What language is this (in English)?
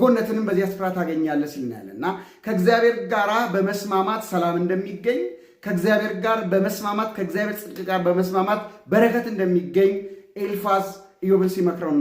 Amharic